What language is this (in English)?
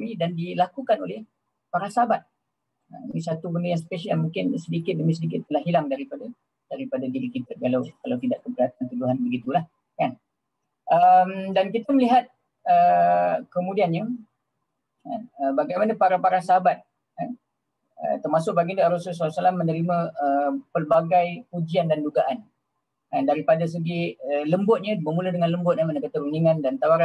Malay